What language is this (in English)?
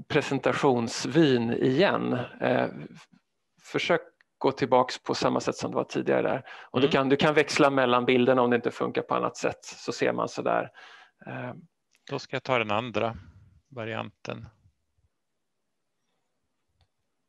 Swedish